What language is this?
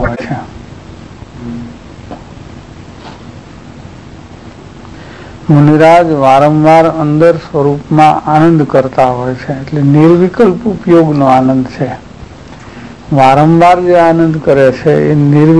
Gujarati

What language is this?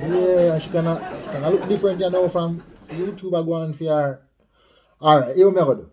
Jamaican Creole English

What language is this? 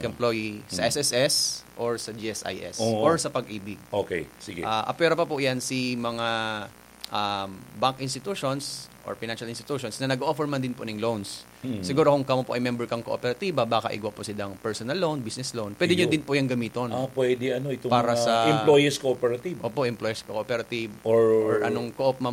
Bikol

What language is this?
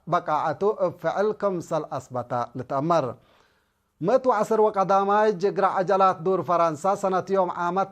Tigre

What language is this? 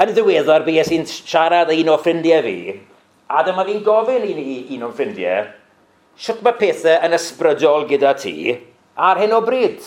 Welsh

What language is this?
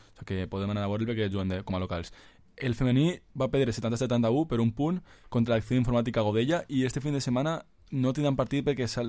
Catalan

